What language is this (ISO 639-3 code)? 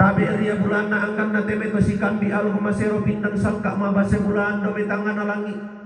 sda